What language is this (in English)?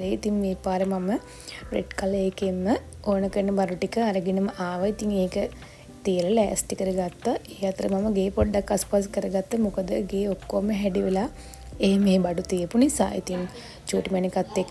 Sinhala